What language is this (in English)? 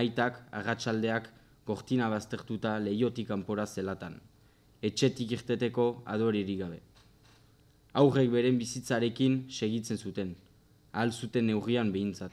Basque